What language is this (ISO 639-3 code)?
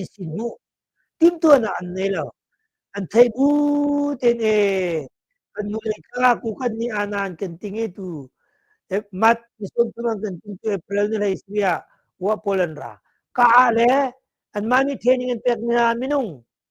cnh